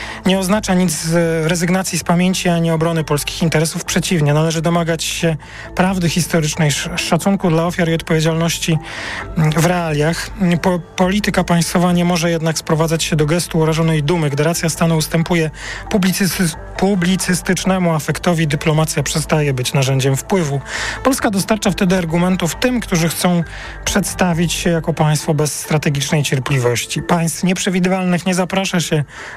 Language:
Polish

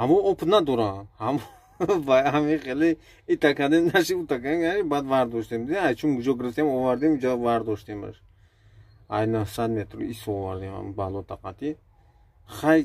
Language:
Tajik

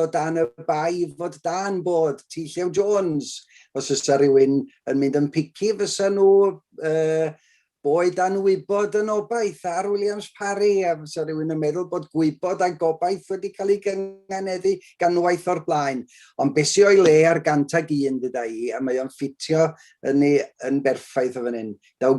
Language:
Welsh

